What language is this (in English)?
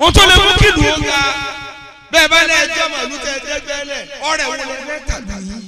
Yoruba